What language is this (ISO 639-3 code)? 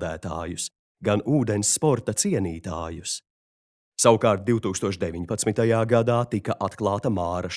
lav